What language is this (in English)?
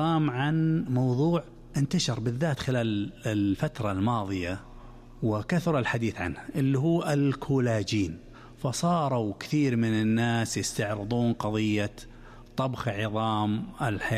Najdi Arabic